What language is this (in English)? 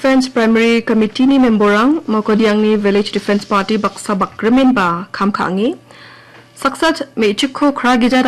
Garo